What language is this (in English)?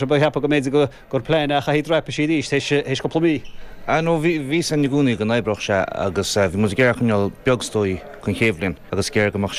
Irish